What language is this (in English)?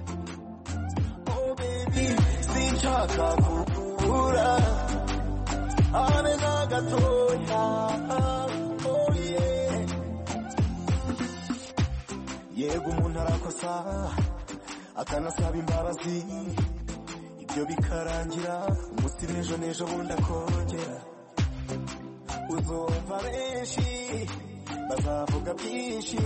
Kinyarwanda